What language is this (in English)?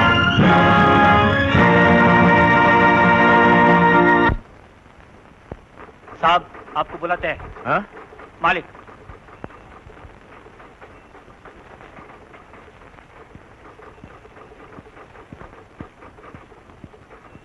Kannada